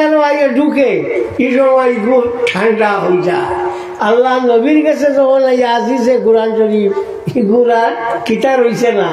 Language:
Sylheti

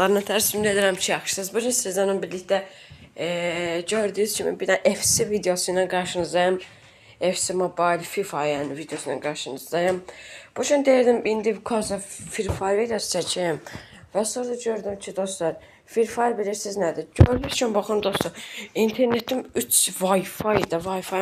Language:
Azerbaijani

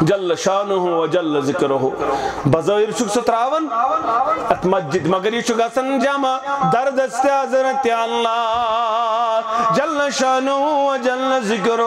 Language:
Kashmiri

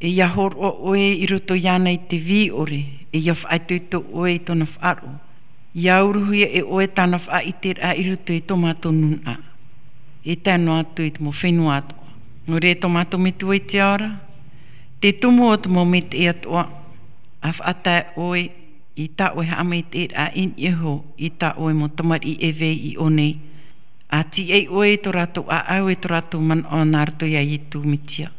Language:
Tahitian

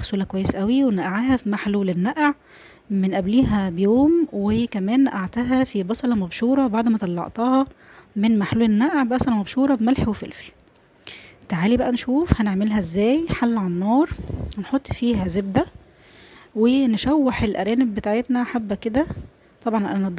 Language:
Egyptian Arabic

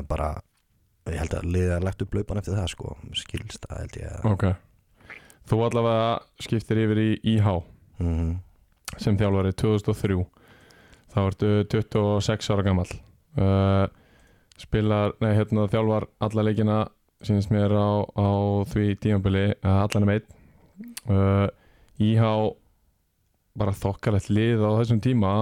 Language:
Icelandic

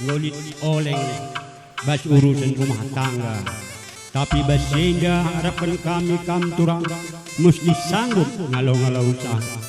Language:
Batak Karo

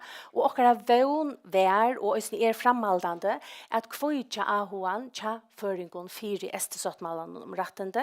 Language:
Faroese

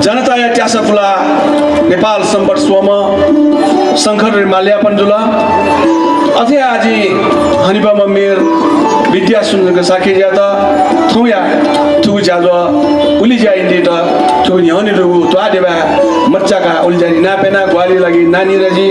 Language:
Newari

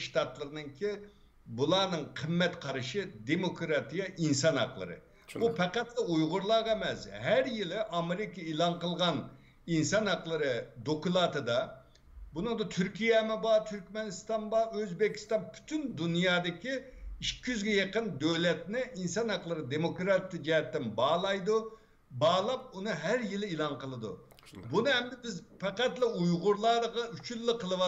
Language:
Uyghur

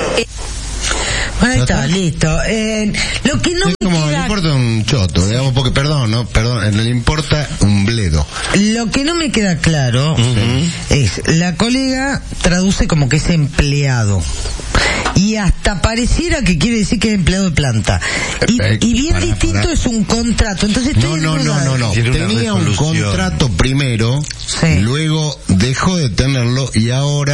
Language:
Spanish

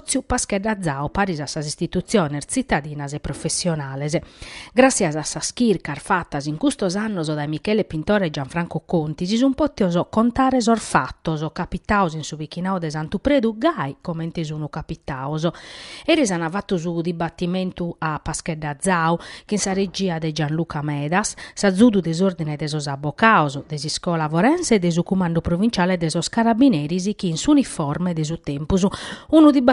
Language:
Sardinian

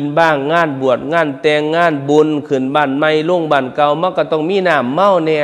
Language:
Northeastern Thai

